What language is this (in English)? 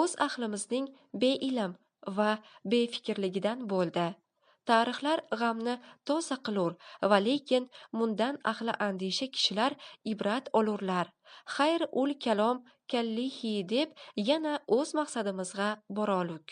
Uzbek